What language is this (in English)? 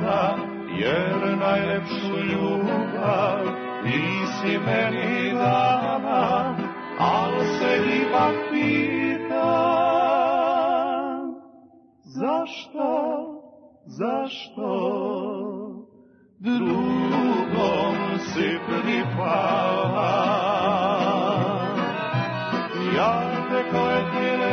Serbian